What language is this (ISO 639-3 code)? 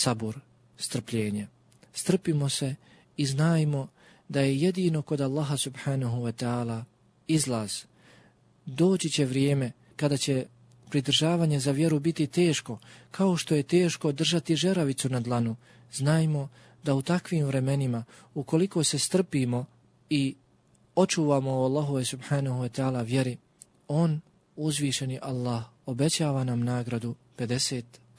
bos